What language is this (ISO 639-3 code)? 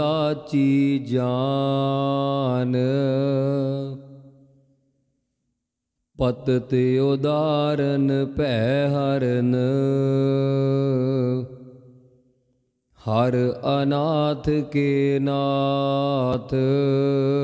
pan